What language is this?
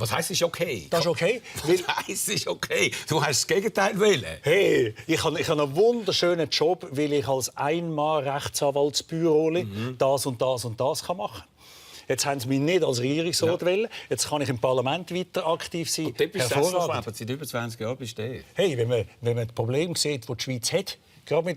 Swiss German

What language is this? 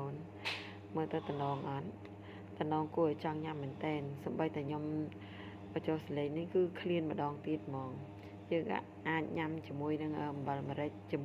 Khmer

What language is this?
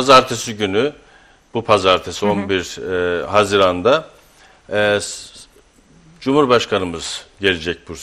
Turkish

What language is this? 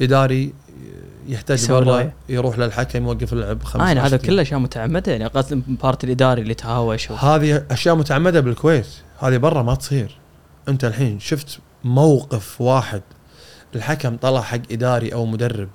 Gulf Arabic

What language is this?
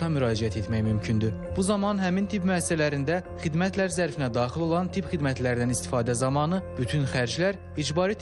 Azerbaijani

